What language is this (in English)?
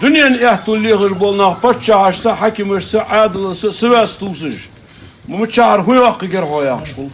Ingush